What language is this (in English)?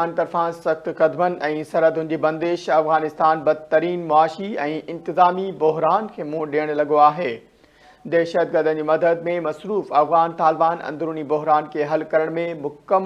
Sindhi